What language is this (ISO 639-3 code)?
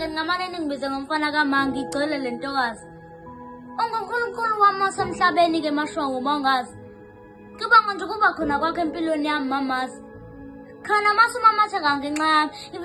zul